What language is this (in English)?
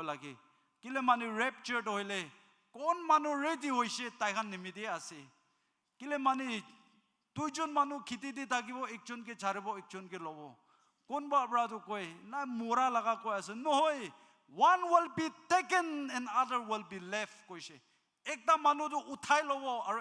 Naga Pidgin